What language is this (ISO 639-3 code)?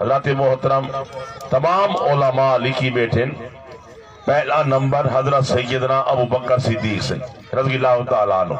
skr